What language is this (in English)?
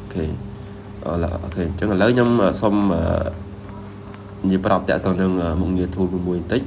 Khmer